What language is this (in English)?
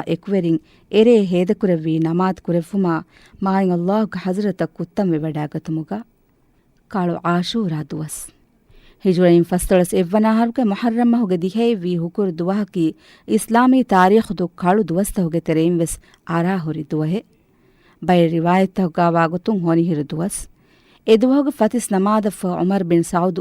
Divehi